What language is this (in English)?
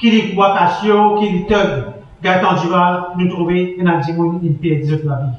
Morisyen